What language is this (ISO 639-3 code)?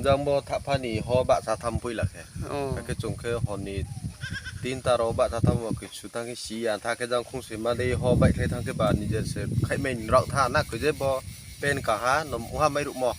trp